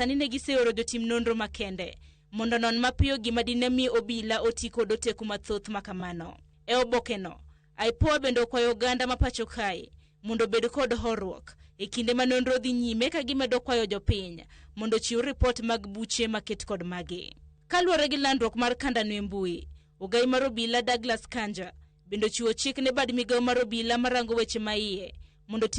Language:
Luo (Kenya and Tanzania)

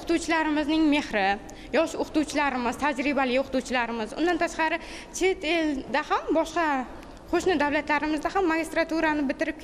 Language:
Uzbek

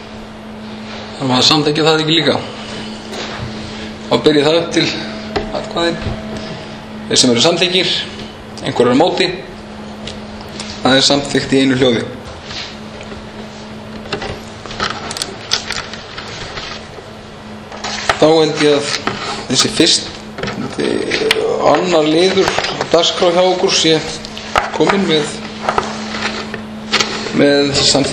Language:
Icelandic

